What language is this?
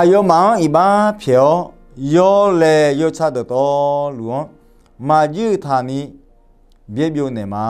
Akha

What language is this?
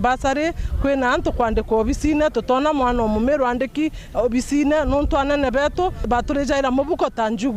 Meru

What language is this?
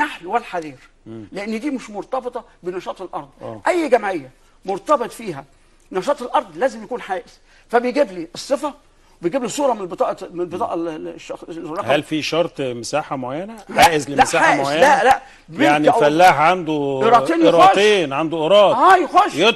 Egyptian Arabic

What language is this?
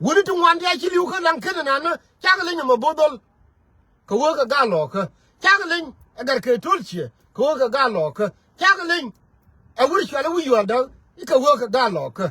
Nuer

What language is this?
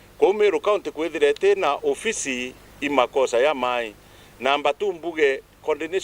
Meru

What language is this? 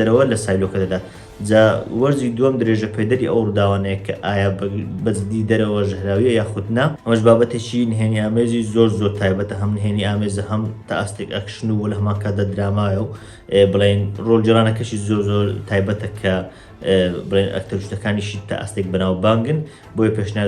Central Kurdish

